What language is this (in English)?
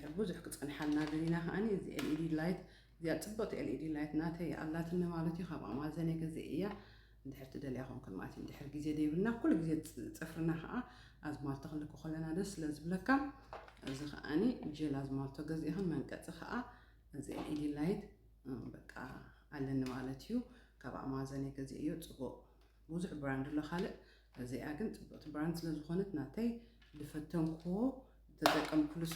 Tigrinya